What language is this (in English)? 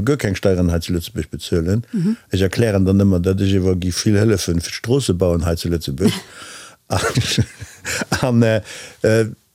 Luxembourgish